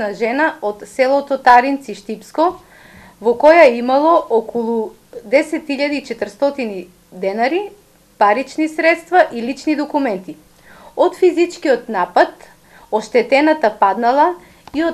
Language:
Macedonian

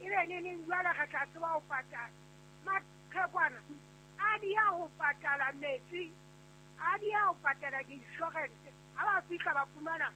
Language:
Southern Sotho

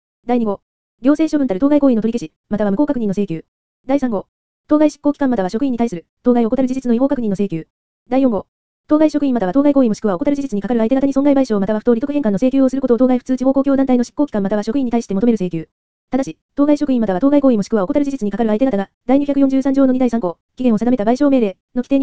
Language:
Japanese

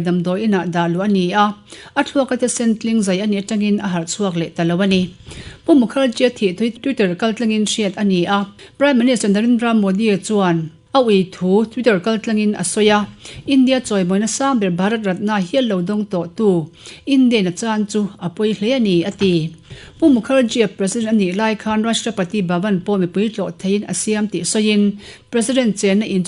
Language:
Mizo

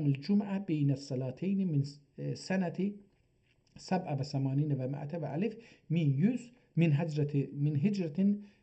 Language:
South Azerbaijani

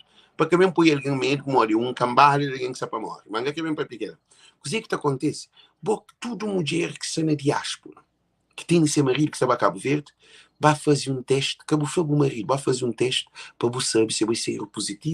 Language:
Kabuverdianu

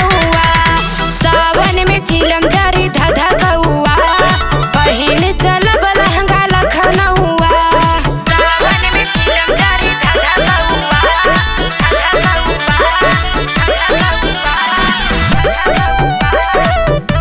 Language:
Bhojpuri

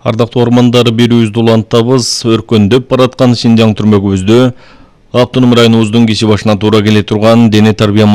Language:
Kyrgyz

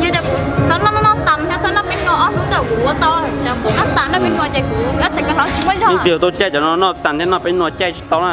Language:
Hmong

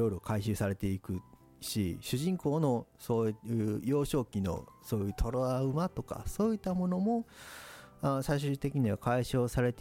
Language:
Japanese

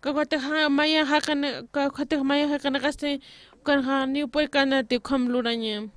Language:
Aymara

